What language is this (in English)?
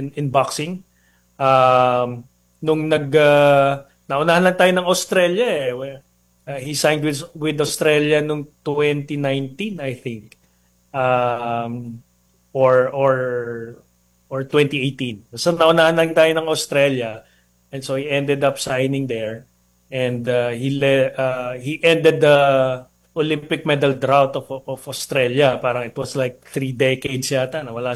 Filipino